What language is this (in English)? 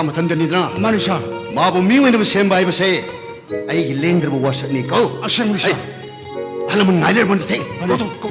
Manipuri